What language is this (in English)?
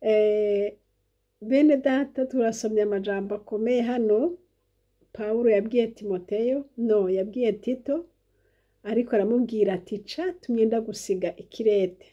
Rundi